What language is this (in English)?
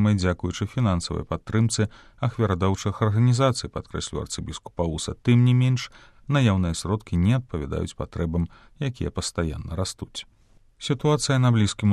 Belarusian